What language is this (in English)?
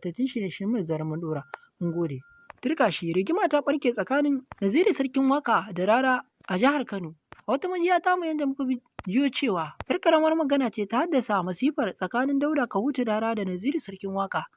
Hausa